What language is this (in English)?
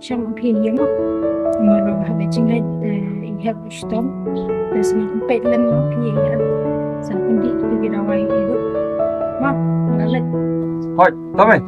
Khasi